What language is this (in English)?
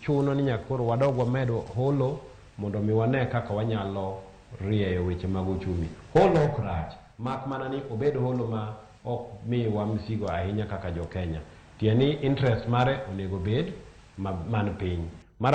Luo (Kenya and Tanzania)